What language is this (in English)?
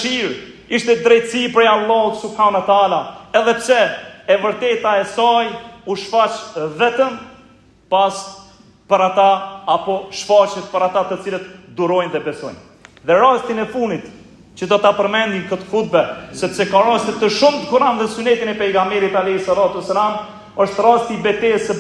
Albanian